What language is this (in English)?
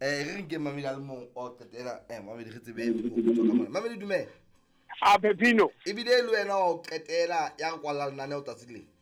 Southern Sotho